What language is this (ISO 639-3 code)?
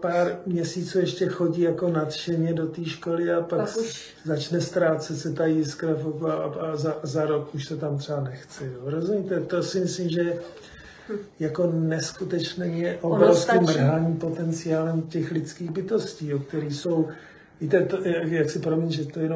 ces